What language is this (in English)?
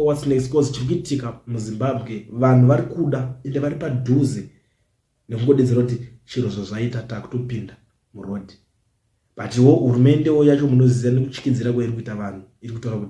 Shona